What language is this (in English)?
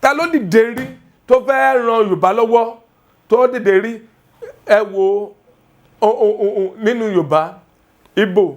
Yoruba